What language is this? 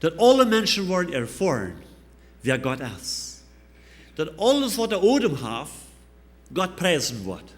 Plautdietsch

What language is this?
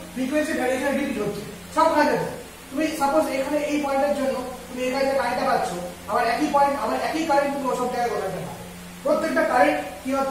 Bangla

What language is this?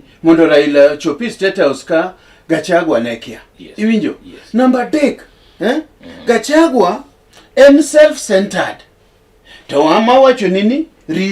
Luo (Kenya and Tanzania)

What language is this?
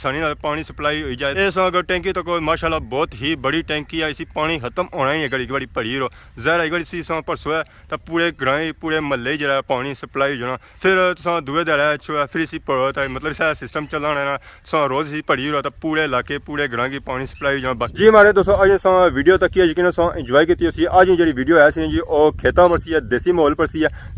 Pahari-Potwari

